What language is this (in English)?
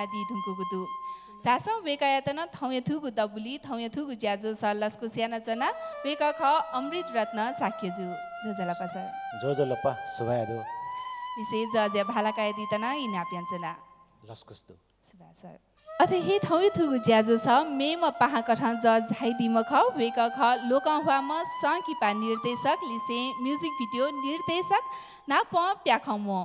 Newari